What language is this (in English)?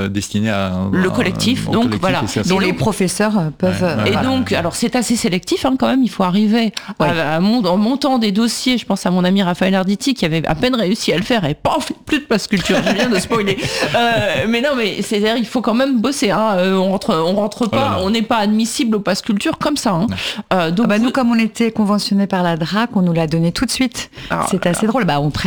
French